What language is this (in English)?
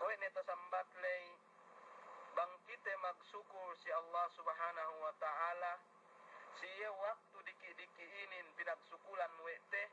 Yakan